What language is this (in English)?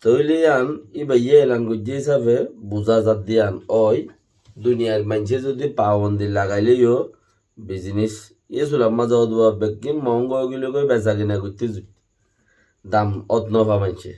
Rohingya